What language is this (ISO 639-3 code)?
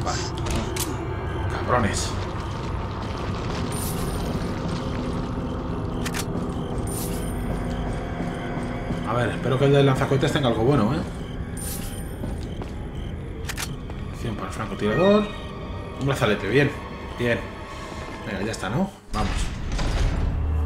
spa